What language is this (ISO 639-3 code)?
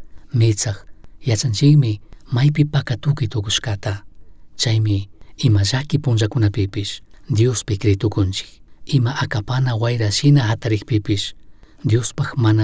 qug